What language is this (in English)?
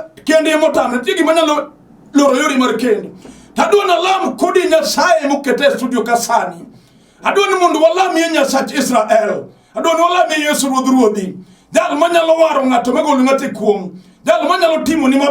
Luo (Kenya and Tanzania)